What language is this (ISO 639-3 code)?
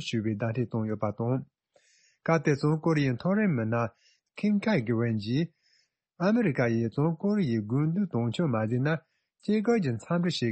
bod